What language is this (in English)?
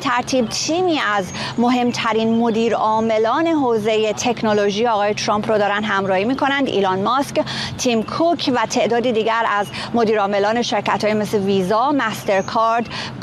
Persian